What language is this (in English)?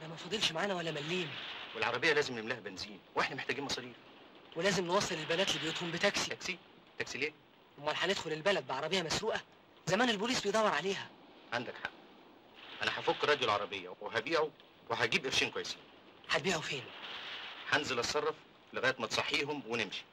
Egyptian Arabic